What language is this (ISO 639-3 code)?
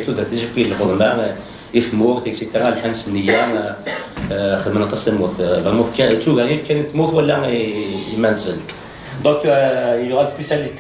kab